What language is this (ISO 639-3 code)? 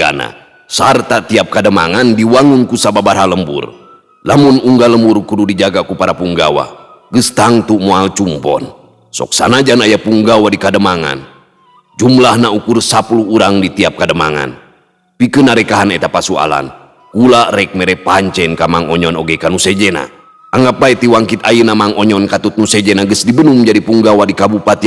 sun